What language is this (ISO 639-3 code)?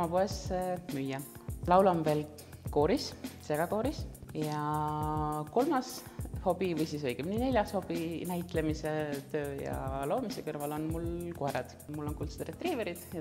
est